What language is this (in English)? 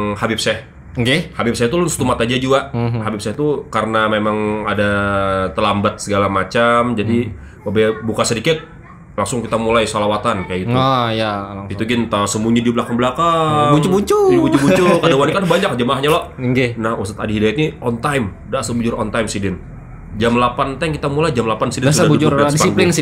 Banjar